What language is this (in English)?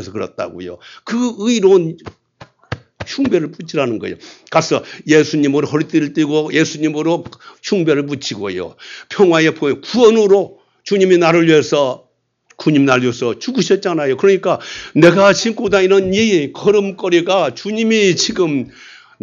Korean